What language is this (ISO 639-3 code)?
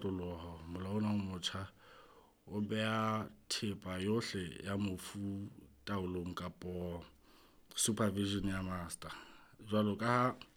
sot